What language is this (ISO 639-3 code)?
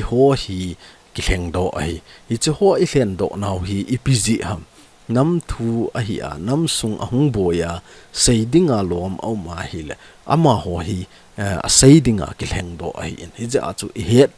tcz